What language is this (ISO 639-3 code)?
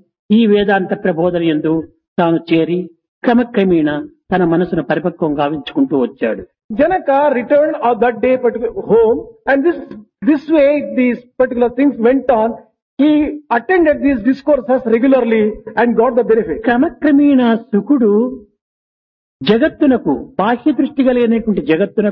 tel